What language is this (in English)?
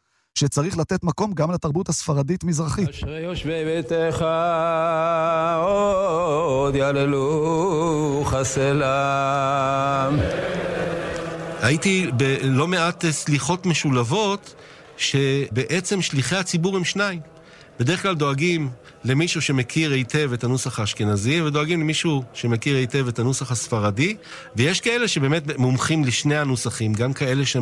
Hebrew